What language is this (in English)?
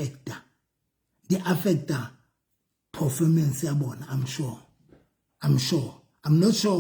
Southern Sotho